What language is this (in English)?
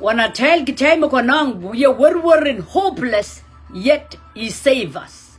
Pohnpeian